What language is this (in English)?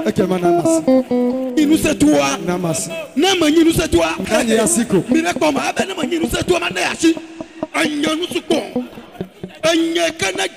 Ewe